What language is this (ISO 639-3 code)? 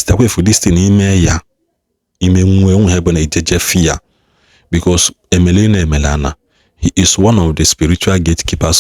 ibo